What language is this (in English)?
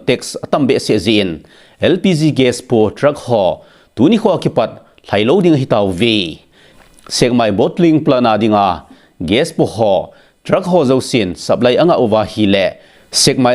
Thado Chin